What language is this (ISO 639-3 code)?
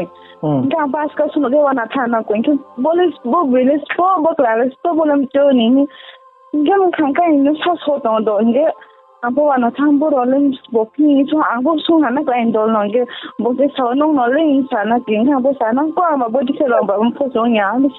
ria